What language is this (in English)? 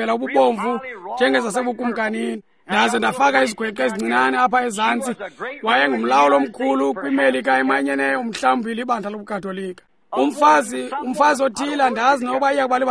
Xhosa